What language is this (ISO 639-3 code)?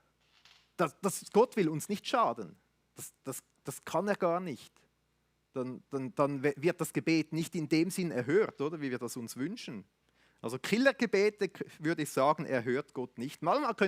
gsw